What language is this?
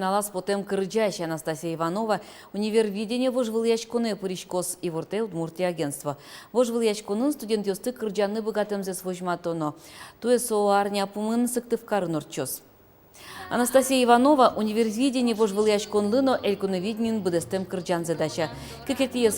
Udmurt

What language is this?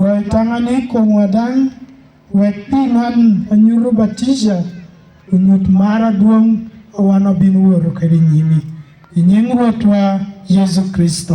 Lango (Uganda)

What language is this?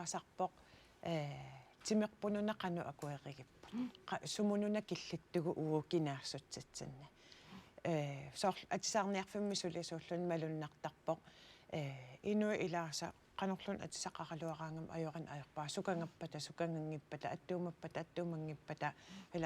Kalaallisut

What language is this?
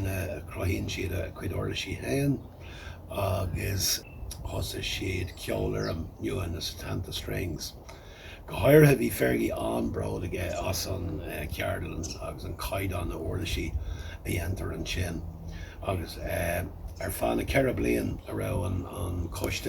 Irish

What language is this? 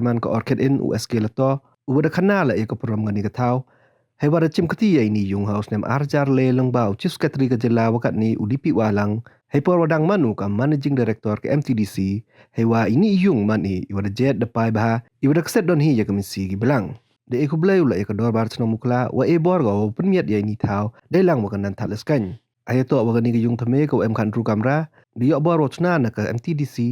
Pnar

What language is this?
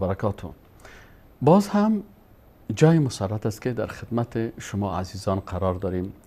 Persian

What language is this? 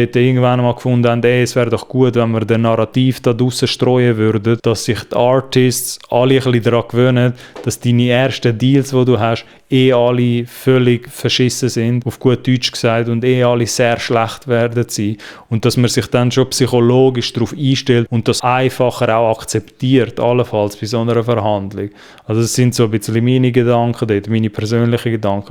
Swiss German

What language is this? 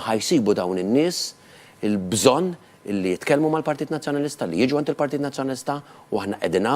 Maltese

